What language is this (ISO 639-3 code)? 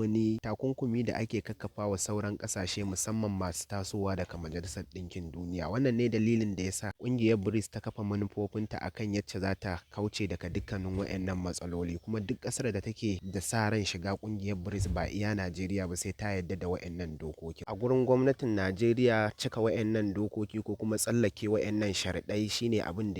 hau